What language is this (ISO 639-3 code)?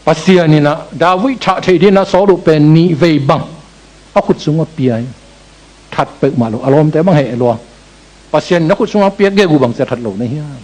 ctd